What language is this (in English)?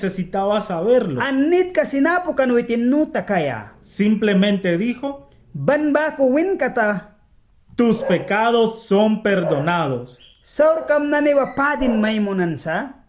Mískito